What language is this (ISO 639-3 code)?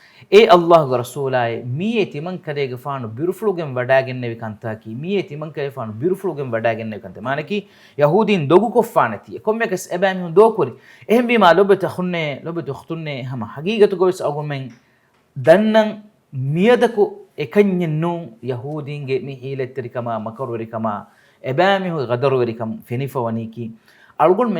div